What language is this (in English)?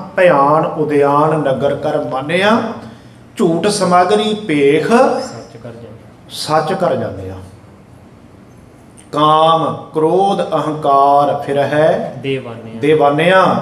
Punjabi